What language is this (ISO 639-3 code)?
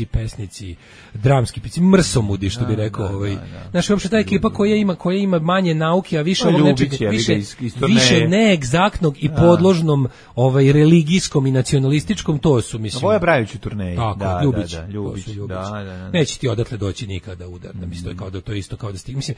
srp